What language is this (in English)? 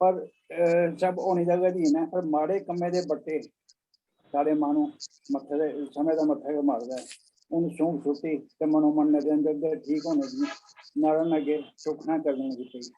Dogri